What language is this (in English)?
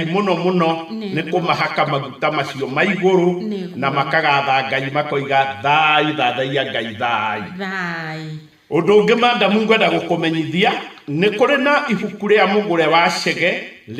Kikuyu